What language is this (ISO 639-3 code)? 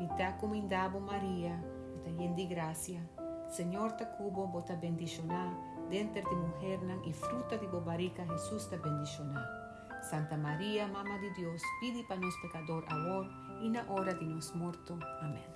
pap